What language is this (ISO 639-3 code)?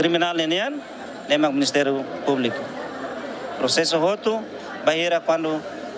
tet